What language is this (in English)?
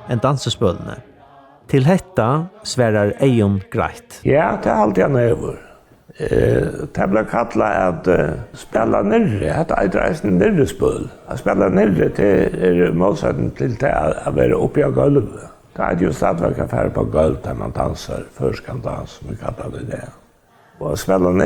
Faroese